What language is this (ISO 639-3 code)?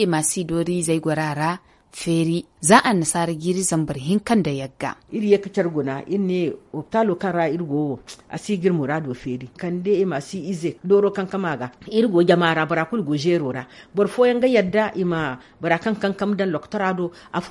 dje